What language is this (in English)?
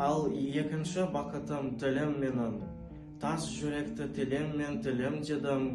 Kazakh